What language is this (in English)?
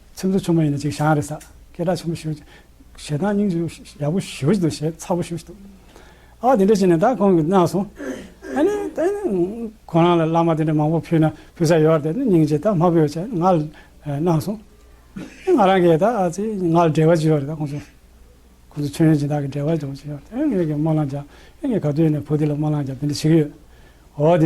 Tibetan